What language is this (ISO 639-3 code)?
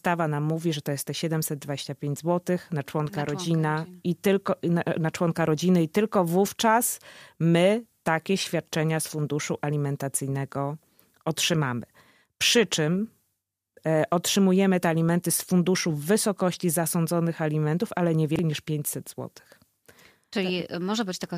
pol